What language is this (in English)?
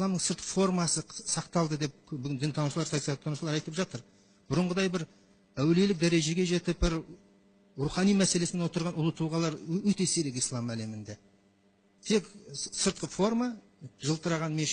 Kazakh